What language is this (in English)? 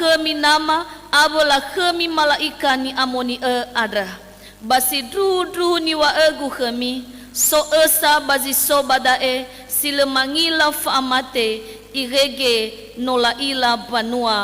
Nias